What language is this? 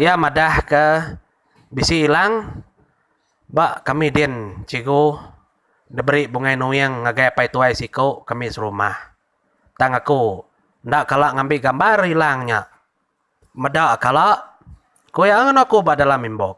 Iban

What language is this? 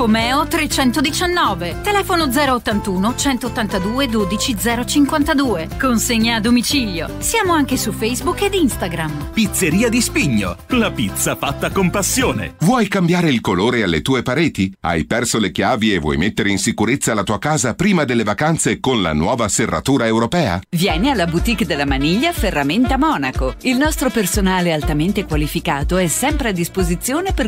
Italian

